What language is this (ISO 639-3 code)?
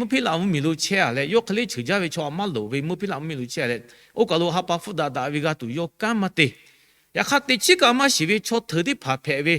lhu